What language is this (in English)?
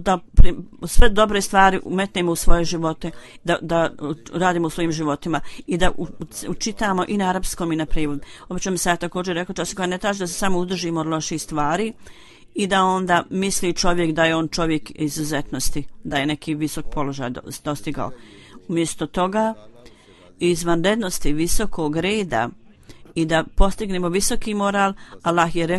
Bosnian